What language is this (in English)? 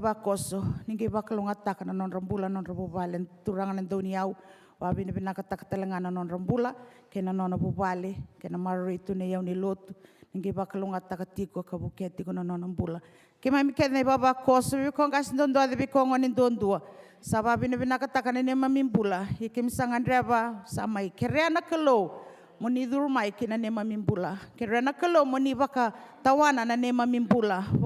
Fijian